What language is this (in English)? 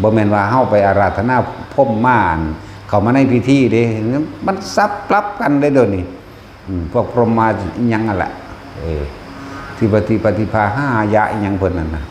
Northeastern Thai